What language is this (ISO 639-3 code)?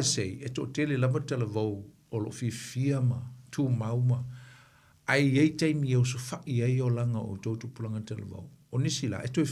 smo